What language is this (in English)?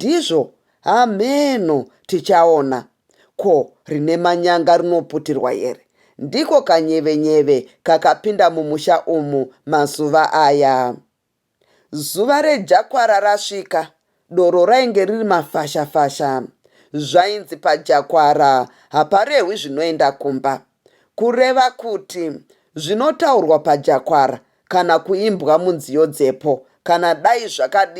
Shona